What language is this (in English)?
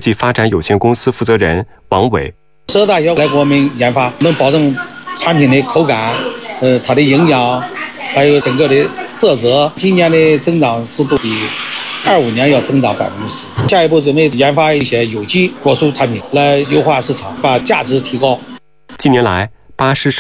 Chinese